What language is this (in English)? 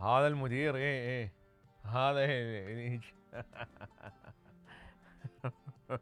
Mesopotamian Arabic